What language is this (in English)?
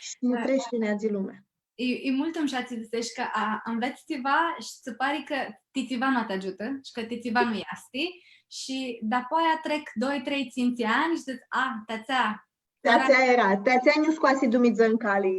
Aromanian